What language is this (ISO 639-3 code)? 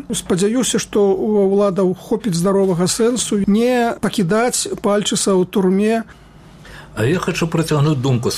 bel